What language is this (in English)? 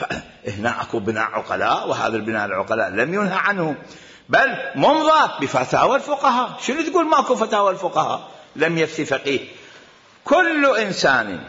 Mesopotamian Arabic